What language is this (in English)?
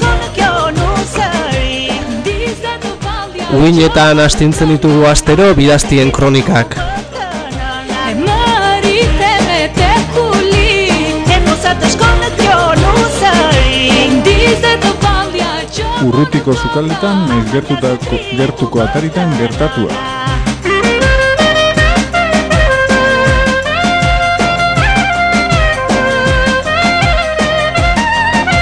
Basque